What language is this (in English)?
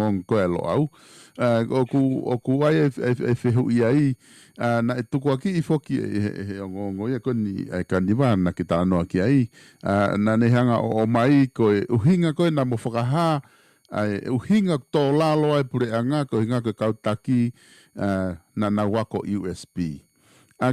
Tongan